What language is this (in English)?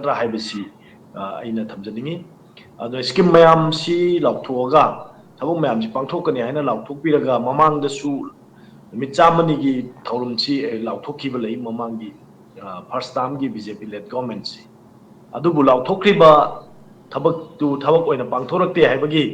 Manipuri